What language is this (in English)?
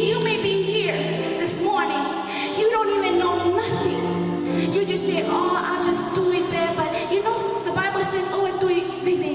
Tongan